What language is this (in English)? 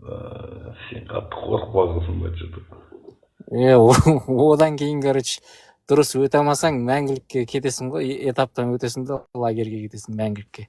Kazakh